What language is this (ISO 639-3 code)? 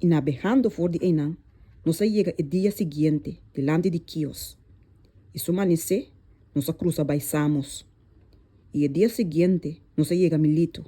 pap